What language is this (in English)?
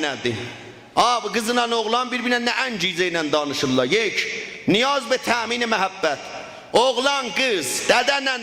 South Azerbaijani